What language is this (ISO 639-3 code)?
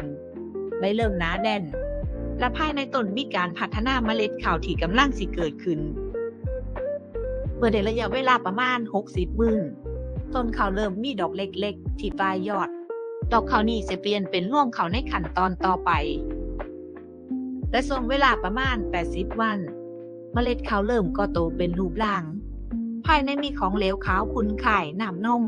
lao